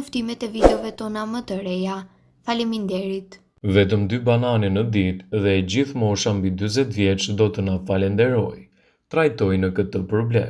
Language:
Albanian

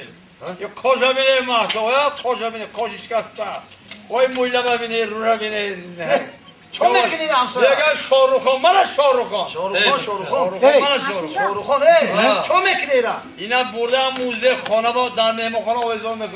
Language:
Tajik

